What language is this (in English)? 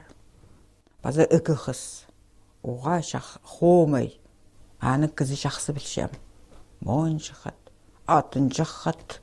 Khakas